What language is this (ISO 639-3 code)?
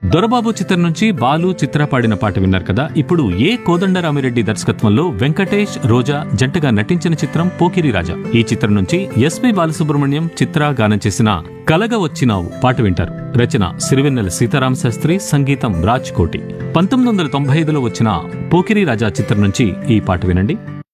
tel